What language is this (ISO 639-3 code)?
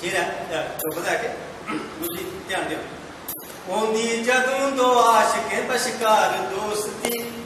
doi